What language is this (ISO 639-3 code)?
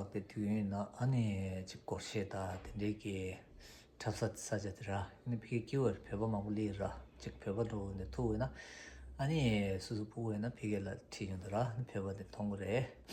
bod